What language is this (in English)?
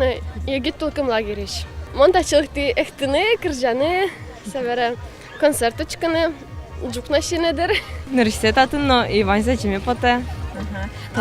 Udmurt